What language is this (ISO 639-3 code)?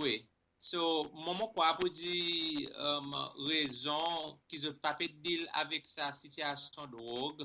crs